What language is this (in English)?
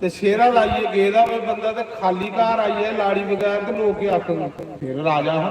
Dogri